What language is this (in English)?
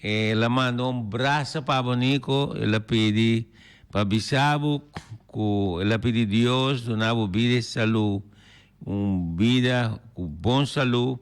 Papiamento